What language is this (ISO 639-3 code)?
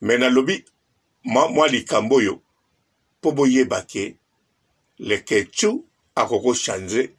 lin